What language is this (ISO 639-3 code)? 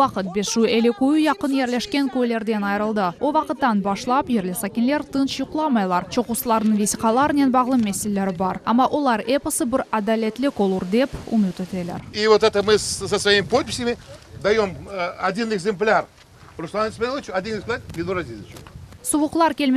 crh